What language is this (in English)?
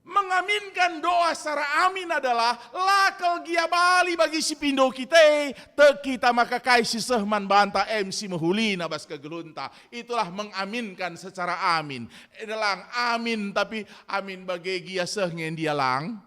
Batak Karo